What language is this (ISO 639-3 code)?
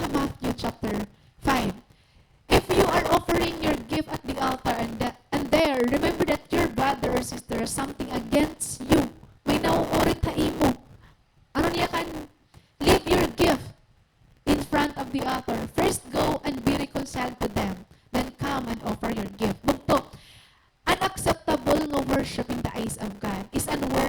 war